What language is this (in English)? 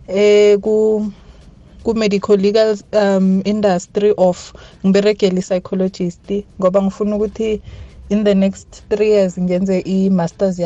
South Ndebele